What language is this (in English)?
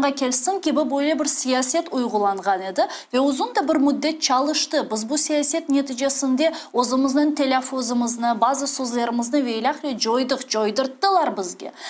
Crimean Tatar